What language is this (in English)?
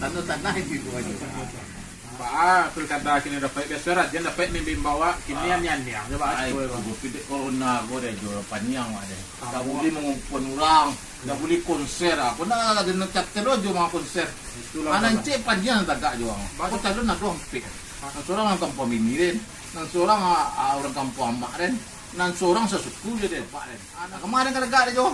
Minangkabau